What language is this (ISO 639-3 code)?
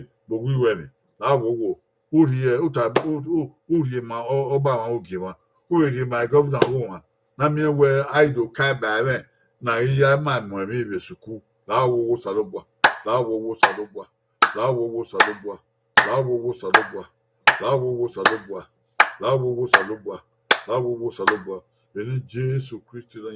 bin